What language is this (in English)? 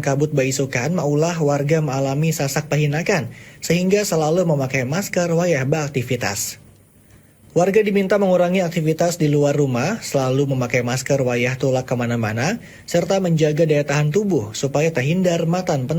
Banjar